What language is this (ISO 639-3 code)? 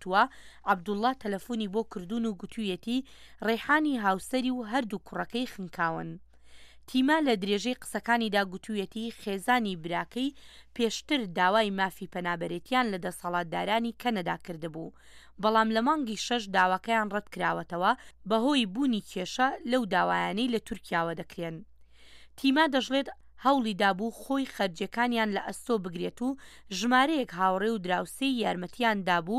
ckb